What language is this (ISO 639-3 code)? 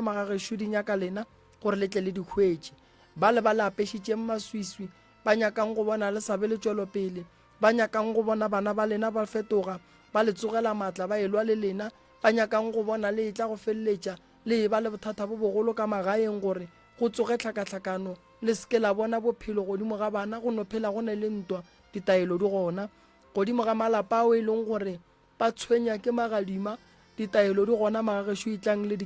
nso